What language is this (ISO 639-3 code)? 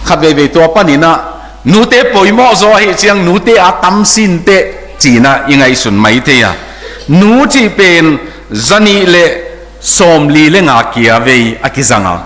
ctd